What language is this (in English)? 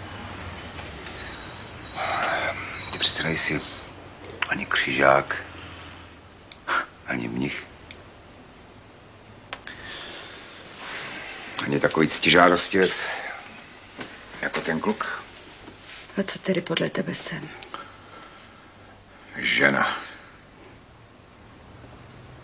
Czech